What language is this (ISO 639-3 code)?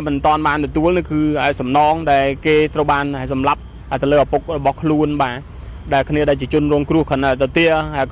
khm